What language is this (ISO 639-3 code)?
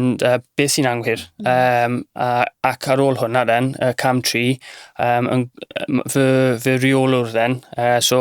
cym